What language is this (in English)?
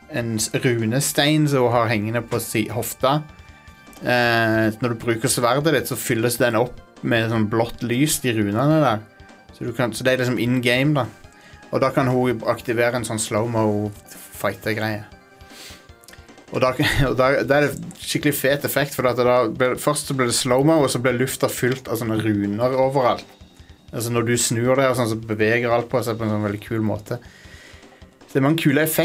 Norwegian